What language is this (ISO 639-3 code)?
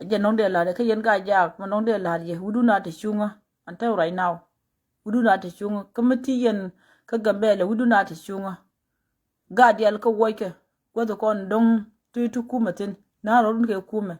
nus